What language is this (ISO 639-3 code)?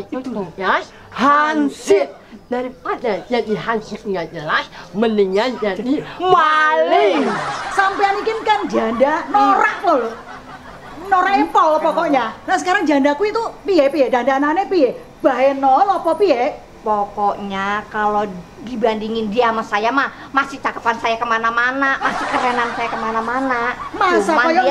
bew